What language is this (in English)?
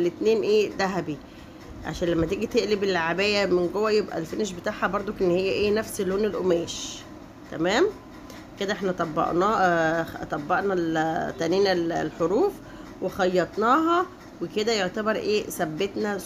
Egyptian Arabic